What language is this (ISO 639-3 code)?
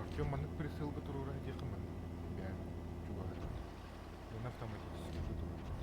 sah